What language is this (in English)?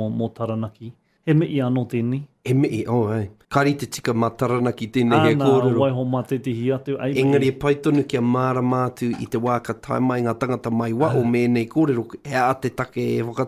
Māori